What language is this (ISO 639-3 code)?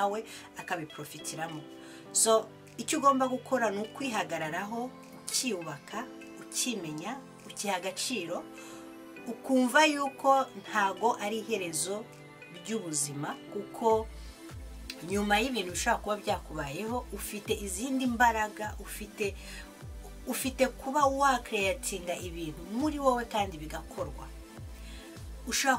kin